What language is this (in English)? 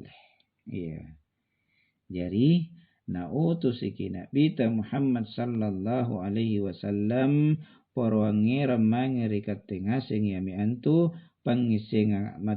Makasar